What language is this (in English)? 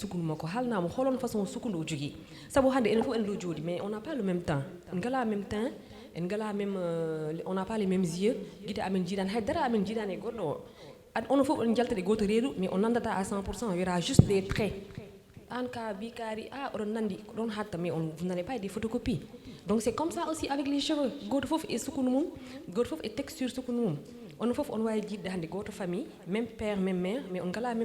Fula